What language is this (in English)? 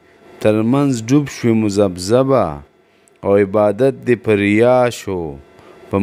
Pashto